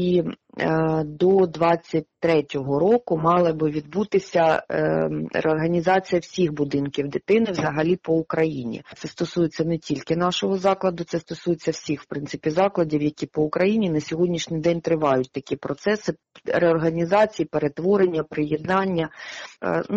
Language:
Ukrainian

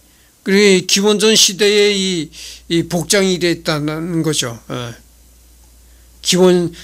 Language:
Korean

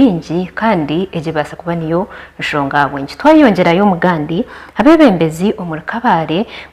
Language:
Nyankole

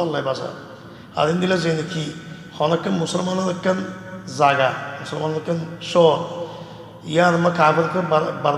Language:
Rohingya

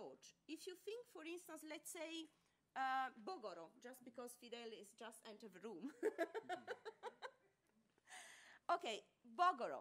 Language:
English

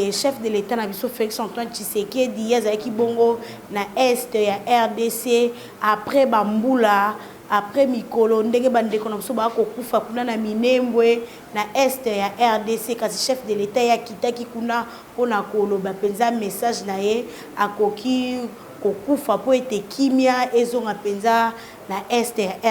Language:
Lingala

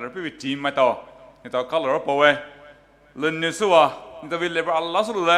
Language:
Poumei Naga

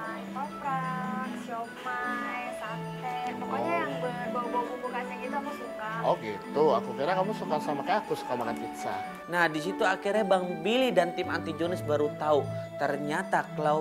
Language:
Indonesian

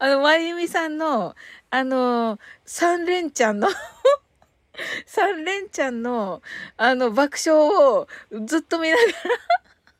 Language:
Japanese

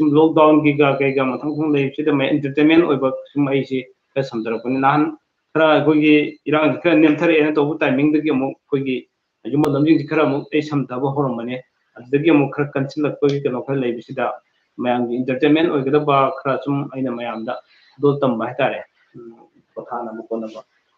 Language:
Manipuri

